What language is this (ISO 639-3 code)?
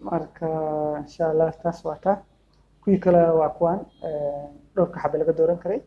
som